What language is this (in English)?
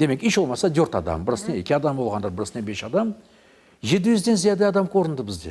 Crimean Tatar